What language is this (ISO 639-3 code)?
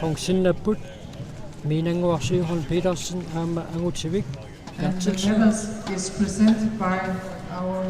kal